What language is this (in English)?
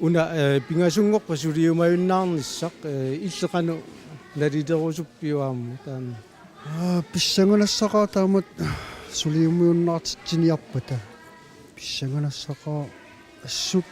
Kalaallisut